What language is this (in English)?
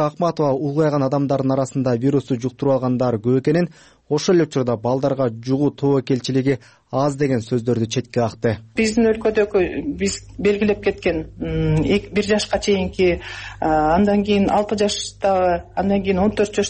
Kyrgyz